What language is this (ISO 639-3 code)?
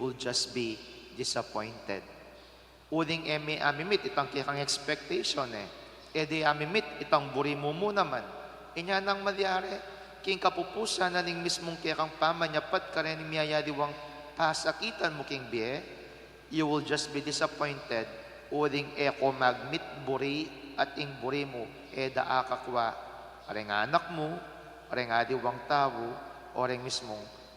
pam